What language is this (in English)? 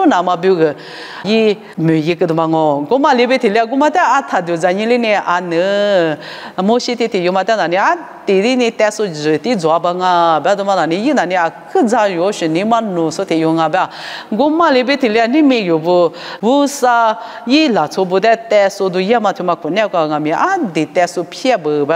Lisu